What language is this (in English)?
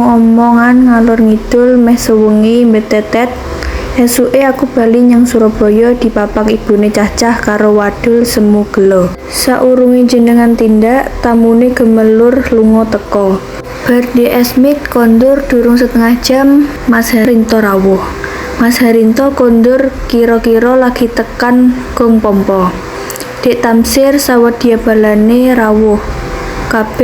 Javanese